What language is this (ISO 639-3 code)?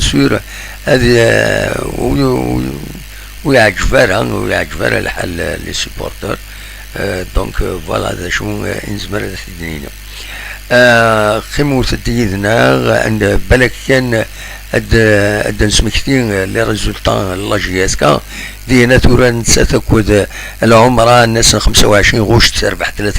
kab